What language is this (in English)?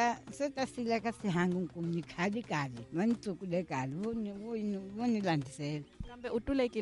Tsonga